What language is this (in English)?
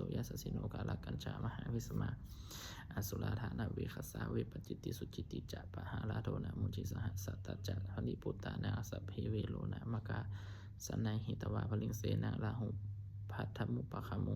Pali